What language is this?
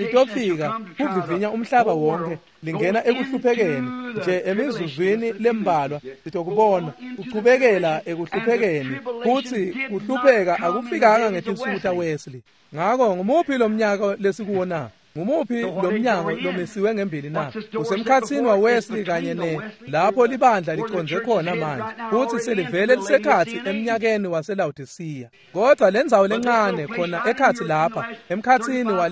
Swati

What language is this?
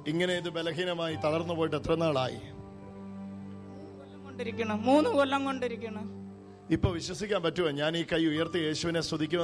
Malayalam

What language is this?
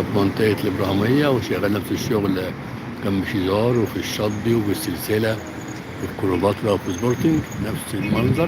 Egyptian Arabic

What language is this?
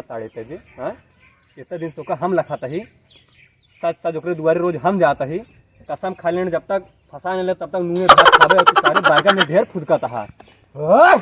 Awadhi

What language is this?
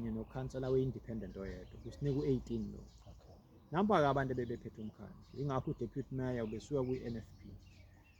Zulu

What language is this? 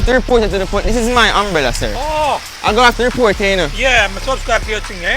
Jamaican Creole English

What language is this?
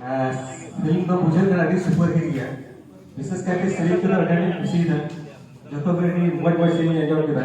Santali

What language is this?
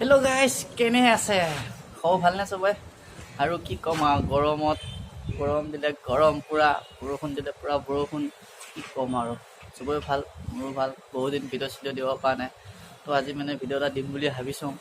Assamese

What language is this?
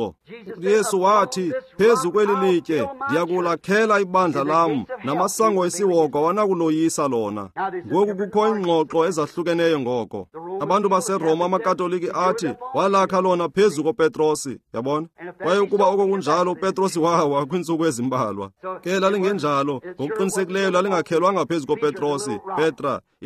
Xhosa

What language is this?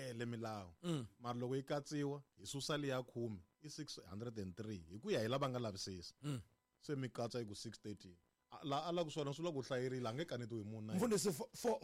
Tsonga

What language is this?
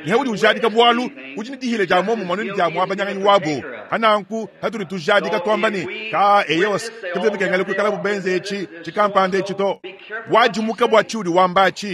Luba-Lulua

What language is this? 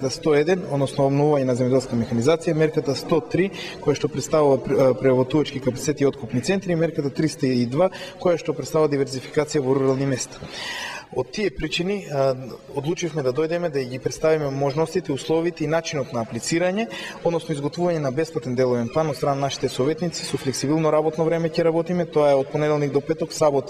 Macedonian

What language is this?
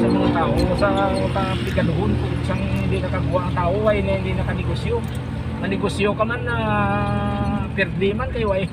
Hiligaynon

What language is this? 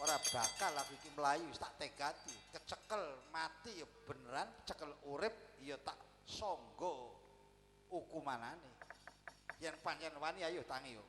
Javanese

